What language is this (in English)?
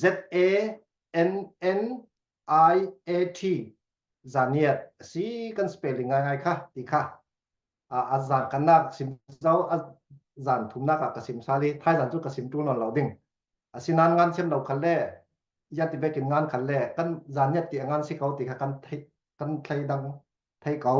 Falam Chin